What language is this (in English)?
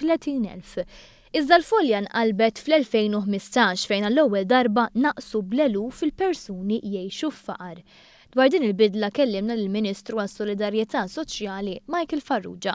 Maltese